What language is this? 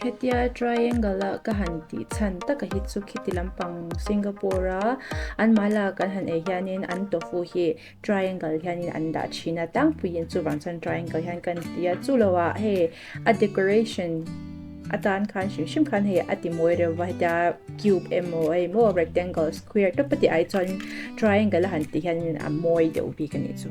Mizo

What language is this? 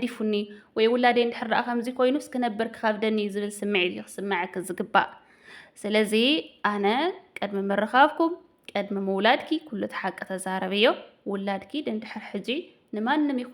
Tigrinya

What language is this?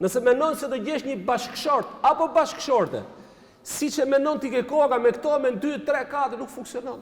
Albanian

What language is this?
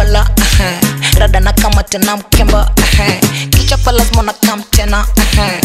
Swahili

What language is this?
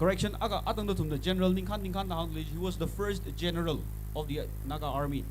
Tangkhul Naga (India)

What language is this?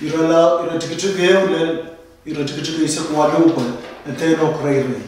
Pohnpeian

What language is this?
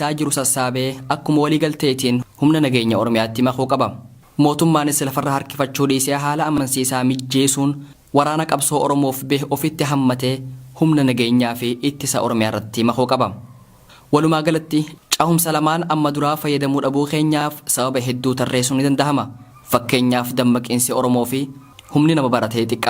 Oromo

